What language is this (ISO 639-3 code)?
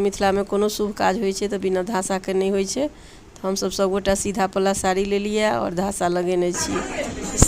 mai